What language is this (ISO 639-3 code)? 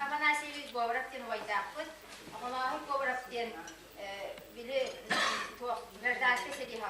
sah